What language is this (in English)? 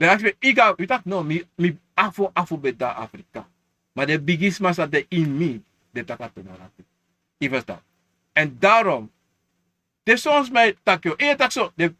Sranan Tongo